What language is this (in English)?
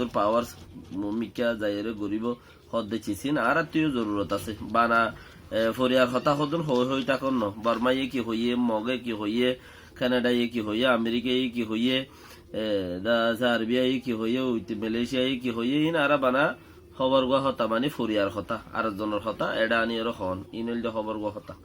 Rohingya